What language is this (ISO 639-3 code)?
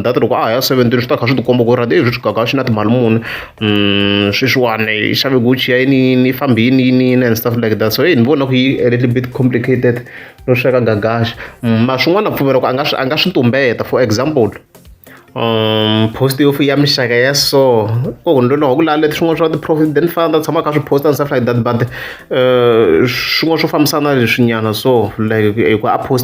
tso